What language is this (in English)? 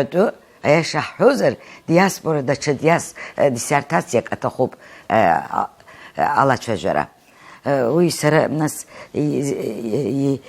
Abkhazian